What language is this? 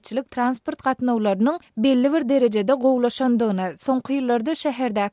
Turkmen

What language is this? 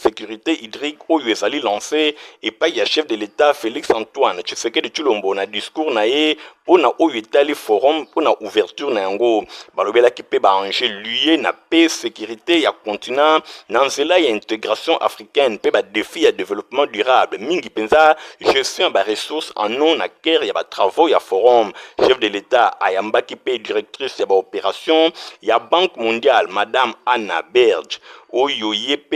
Lingala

